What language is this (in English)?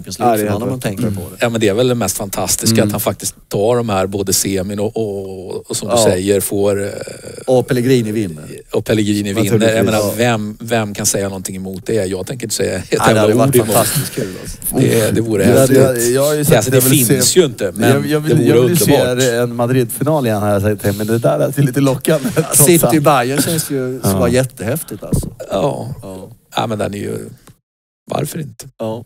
Swedish